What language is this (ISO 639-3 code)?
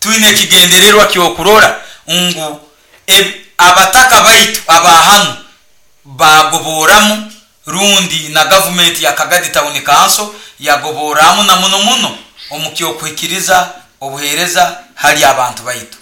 nyo